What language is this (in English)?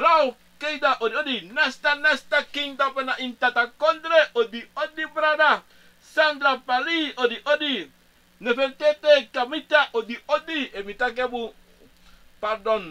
Sranan Tongo